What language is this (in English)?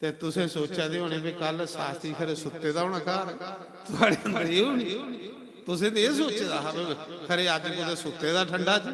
Dogri